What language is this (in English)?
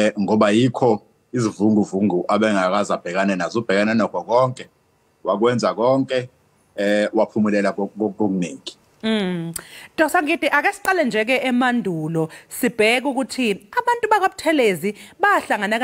Zulu